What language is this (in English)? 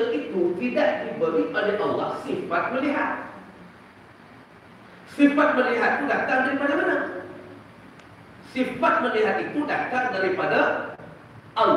Malay